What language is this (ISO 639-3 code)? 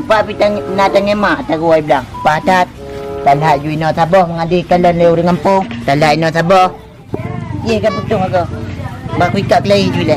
ace